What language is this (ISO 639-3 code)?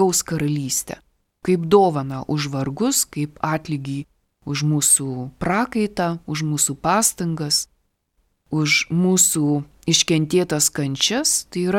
lit